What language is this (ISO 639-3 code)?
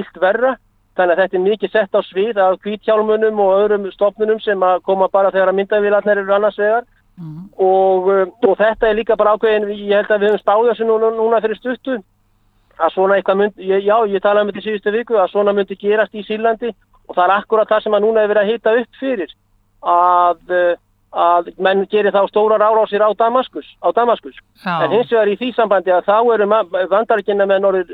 isl